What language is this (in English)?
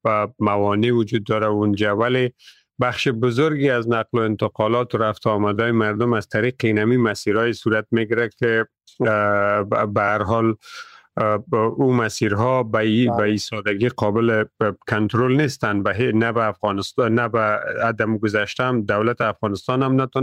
Persian